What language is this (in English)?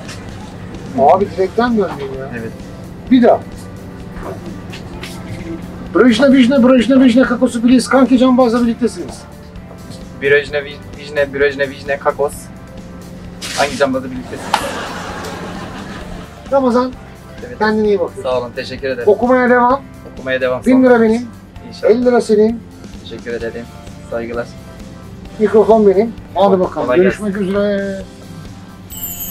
Turkish